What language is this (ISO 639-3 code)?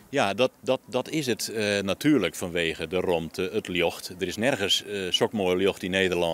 fry